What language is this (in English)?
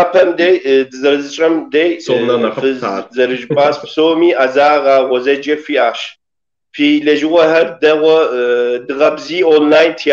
Kabardian